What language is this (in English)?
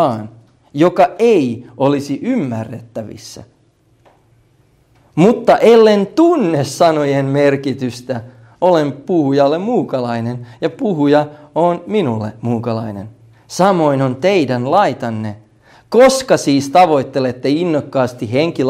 Finnish